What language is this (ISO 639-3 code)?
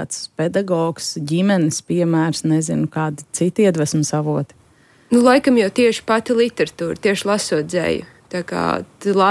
lav